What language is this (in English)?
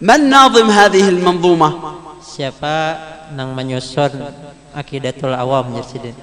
Banjar